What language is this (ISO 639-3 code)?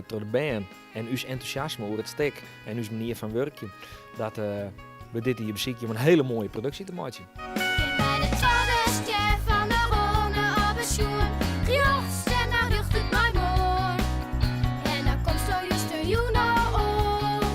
fry